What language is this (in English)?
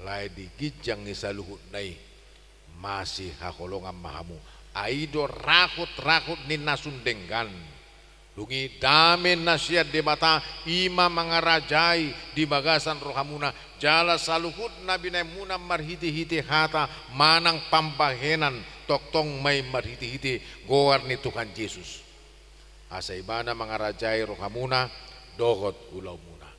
Batak Toba